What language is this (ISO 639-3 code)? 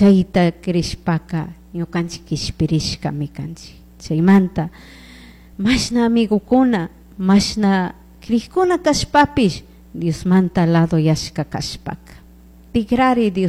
qug